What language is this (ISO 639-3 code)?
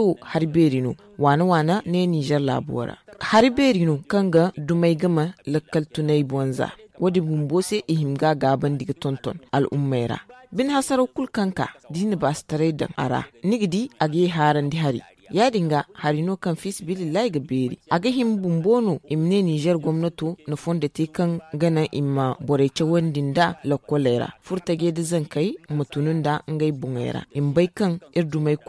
dje